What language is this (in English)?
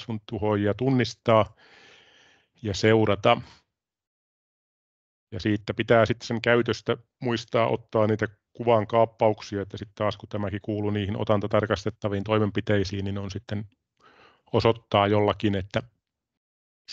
Finnish